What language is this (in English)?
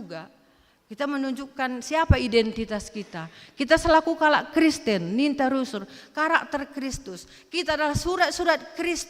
Batak Karo